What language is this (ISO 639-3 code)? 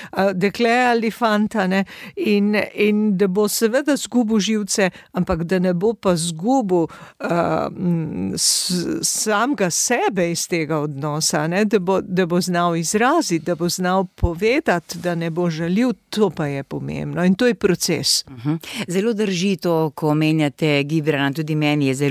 slv